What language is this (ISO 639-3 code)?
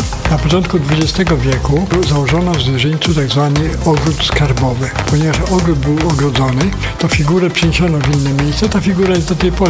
pol